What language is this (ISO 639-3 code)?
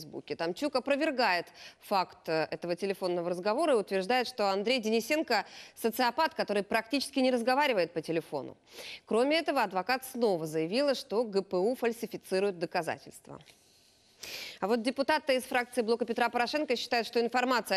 rus